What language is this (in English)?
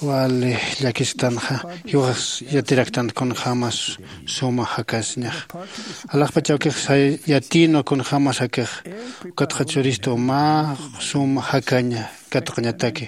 Aymara